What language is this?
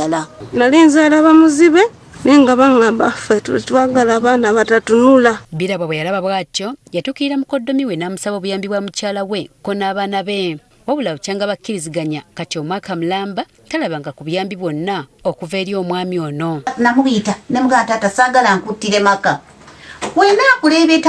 Ganda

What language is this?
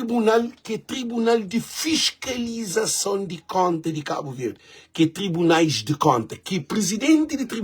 Kabuverdianu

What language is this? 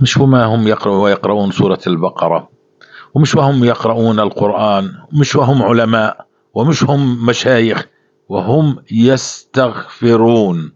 North Levantine Arabic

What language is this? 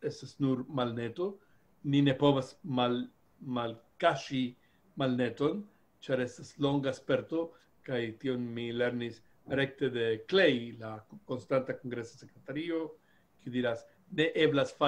Esperanto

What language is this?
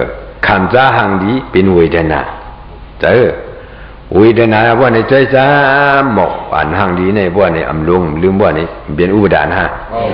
Shan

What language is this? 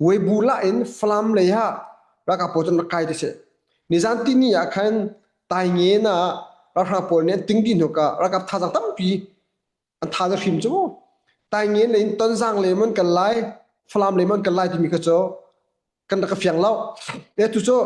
Hakha Chin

